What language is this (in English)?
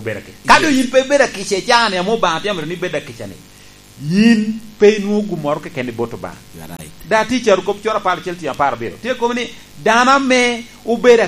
Lango (Uganda)